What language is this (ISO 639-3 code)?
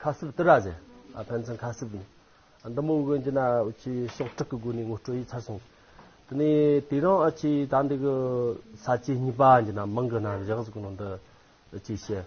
adx